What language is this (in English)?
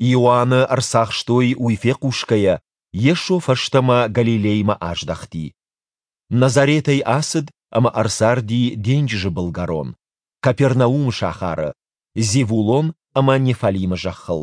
Ossetic